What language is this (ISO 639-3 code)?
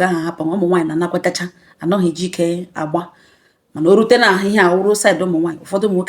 ibo